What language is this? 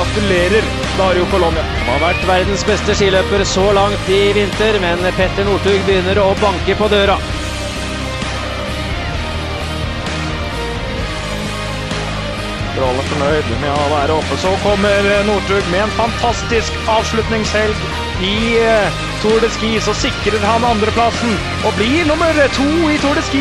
Norwegian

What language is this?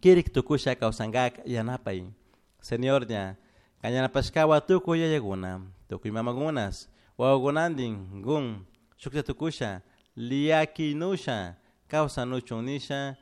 Chimborazo Highland Quichua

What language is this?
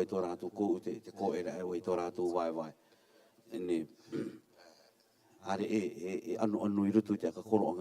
Rarotongan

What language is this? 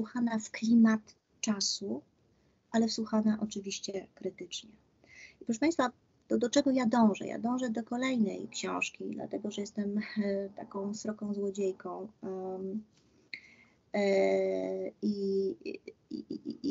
Polish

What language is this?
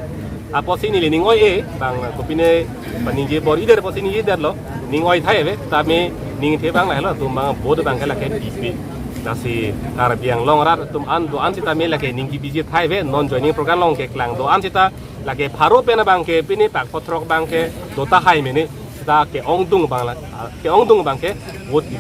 Karbi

